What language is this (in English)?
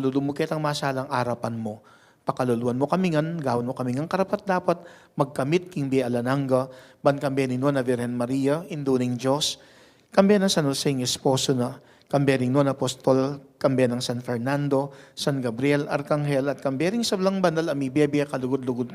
Pampanga